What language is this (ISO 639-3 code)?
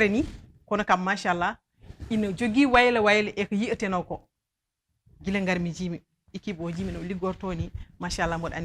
ful